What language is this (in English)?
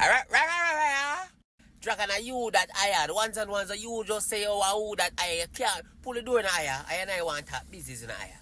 Jamaican Creole English